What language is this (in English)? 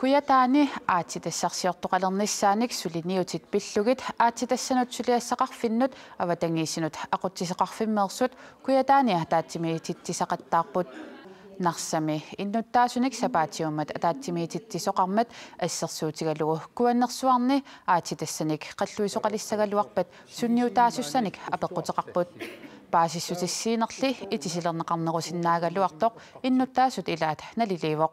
Kalaallisut